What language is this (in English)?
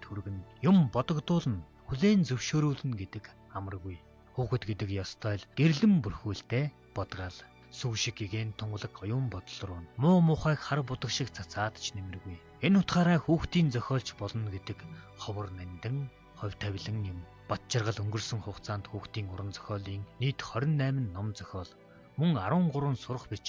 Mongolian